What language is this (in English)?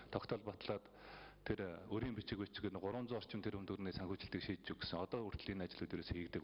Mongolian